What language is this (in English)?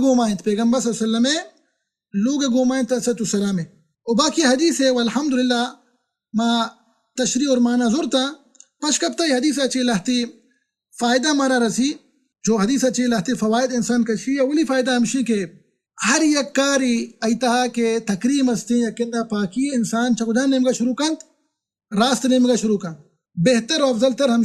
Baluchi